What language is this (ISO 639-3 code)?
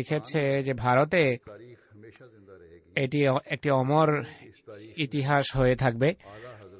ben